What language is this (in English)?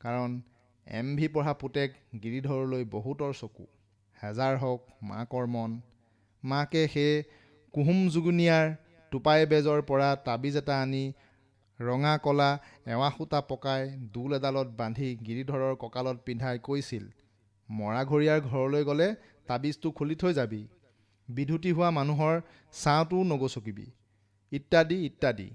Assamese